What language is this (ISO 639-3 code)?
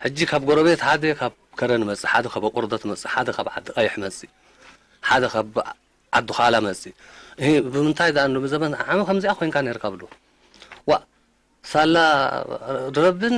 tir